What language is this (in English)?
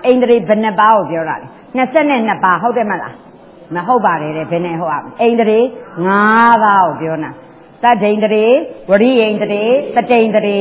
Burmese